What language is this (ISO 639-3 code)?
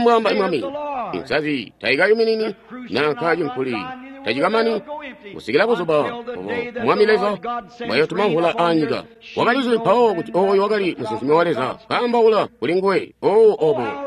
toi